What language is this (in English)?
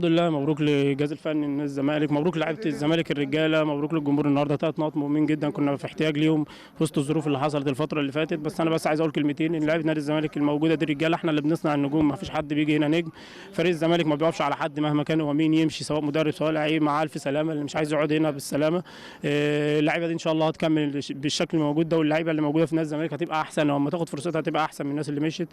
Egyptian Arabic